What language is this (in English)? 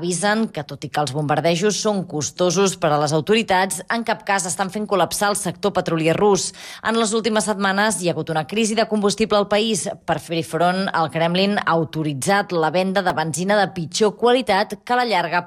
Catalan